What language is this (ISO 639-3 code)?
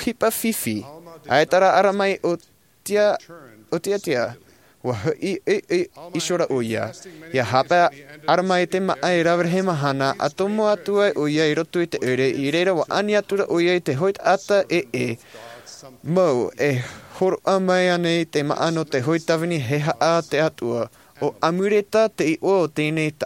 tah